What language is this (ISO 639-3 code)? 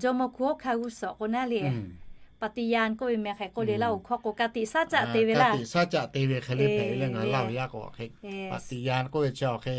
lhu